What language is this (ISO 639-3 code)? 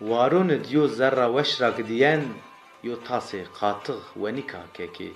zza